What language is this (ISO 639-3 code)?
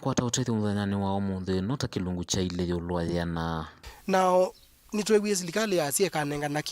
kam